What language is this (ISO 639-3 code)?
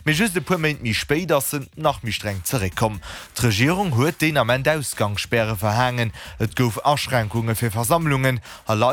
ltz